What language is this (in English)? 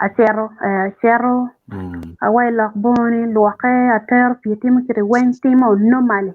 Acoli